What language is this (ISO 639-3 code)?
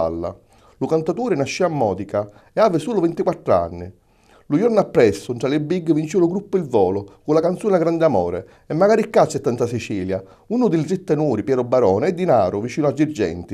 scn